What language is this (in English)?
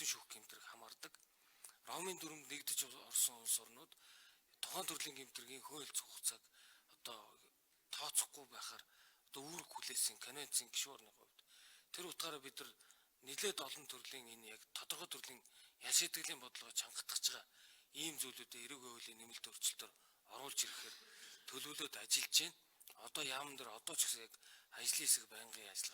Mongolian